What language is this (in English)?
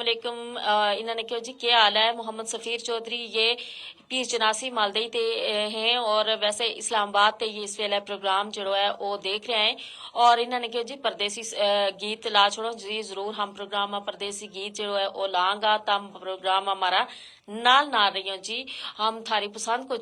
Gujari